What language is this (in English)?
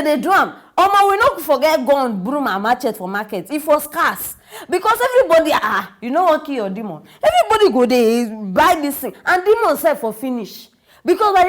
Nigerian Pidgin